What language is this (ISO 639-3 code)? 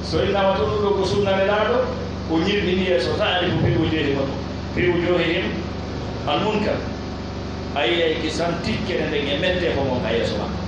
fuf